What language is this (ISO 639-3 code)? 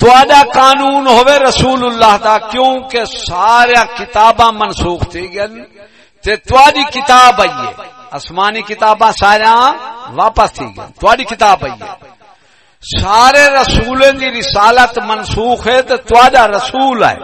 skr